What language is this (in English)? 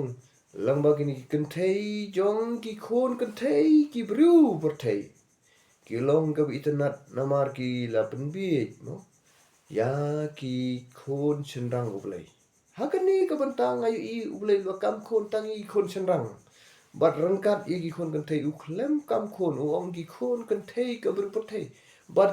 Khasi